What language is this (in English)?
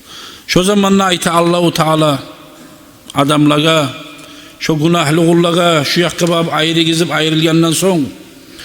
Kumyk